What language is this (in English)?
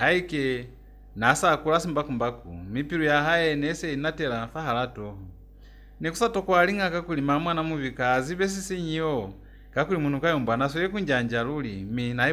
Lozi